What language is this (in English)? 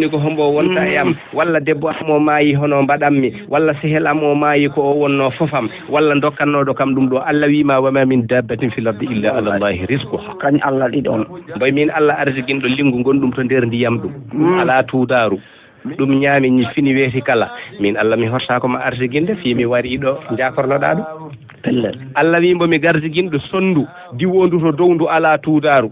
Fula